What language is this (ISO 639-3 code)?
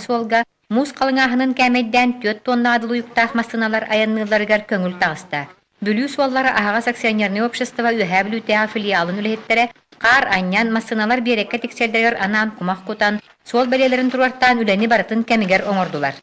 sah